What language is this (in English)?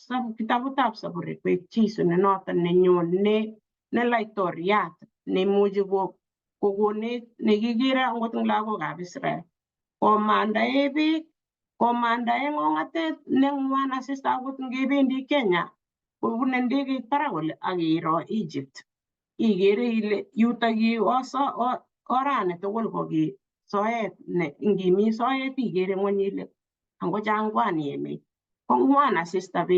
Kalenjin